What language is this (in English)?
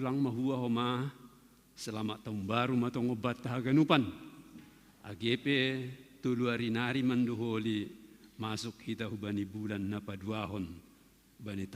Batak Simalungun